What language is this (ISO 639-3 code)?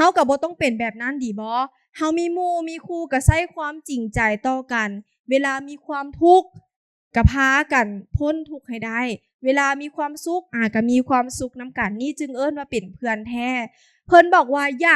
lao